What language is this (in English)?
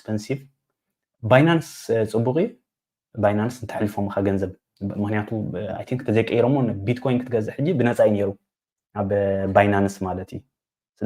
Tigrinya